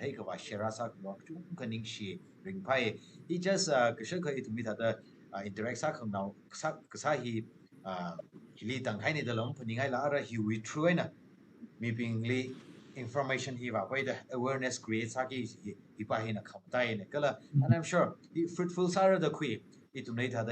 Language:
Tangkhul Naga (India)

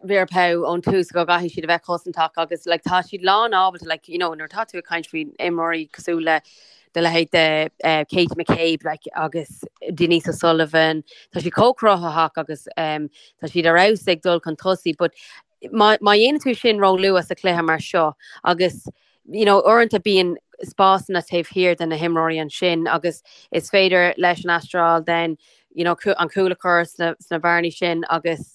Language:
Irish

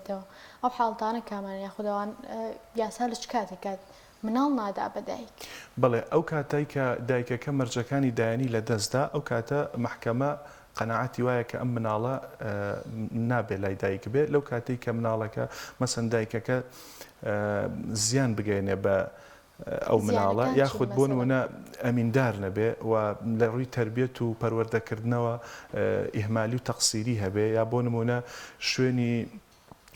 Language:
Central Kurdish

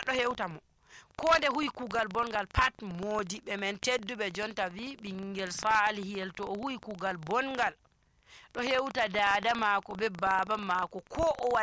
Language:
Nigerian Fulfulde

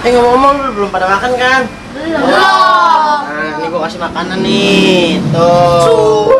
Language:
Betawi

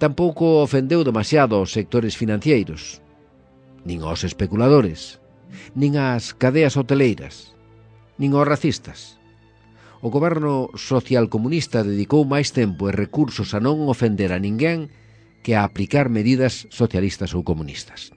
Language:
Galician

